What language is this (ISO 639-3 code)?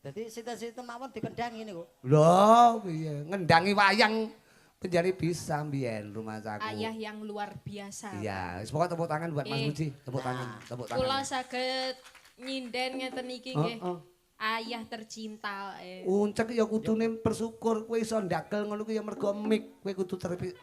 jav